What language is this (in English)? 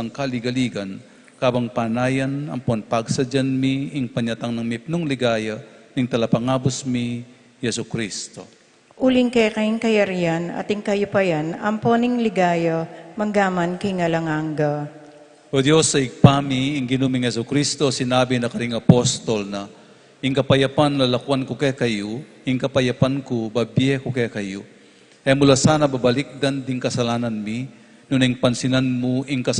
Pampanga